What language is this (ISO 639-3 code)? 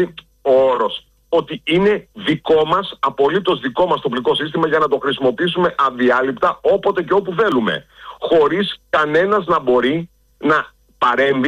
ell